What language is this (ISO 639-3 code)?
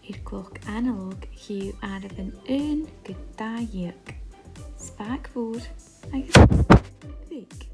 gla